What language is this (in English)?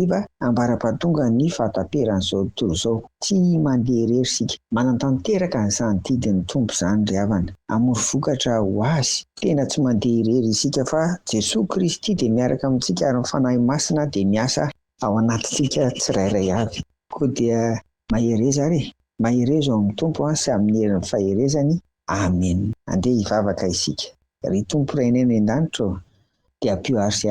Malagasy